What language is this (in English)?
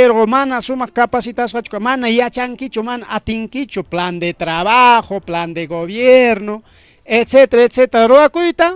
Ayacucho Quechua